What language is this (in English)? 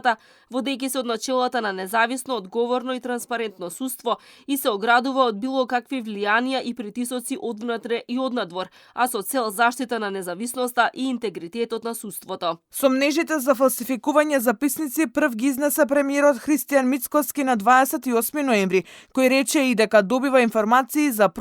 Macedonian